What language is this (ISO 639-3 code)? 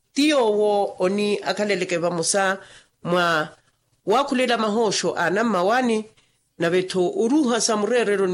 vmw